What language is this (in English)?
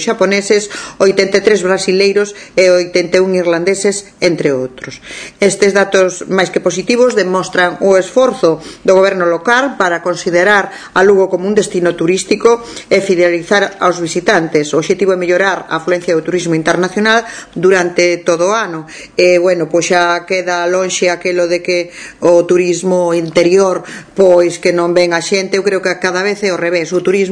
Galician